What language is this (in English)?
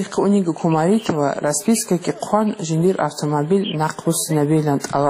Avaric